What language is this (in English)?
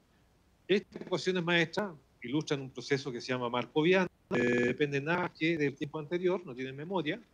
Spanish